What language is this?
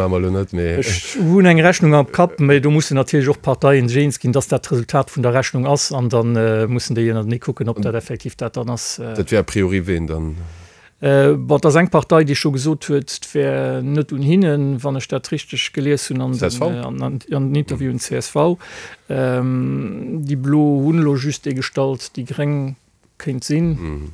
Luxembourgish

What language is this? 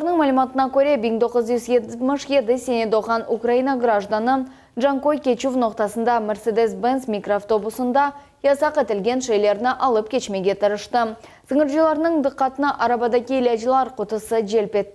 Crimean Tatar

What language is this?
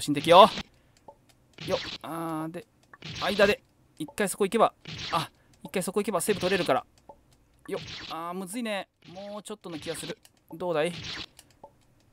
Japanese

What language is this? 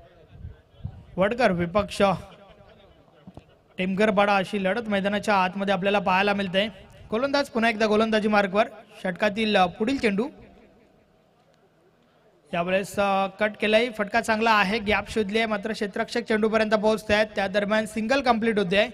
Marathi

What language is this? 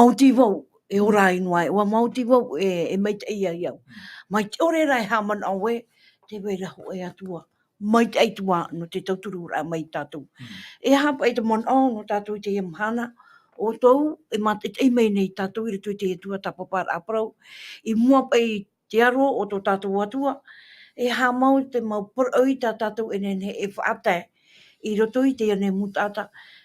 Tahitian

